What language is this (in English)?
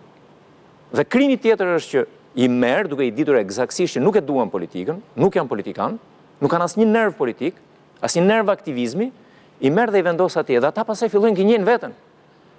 Albanian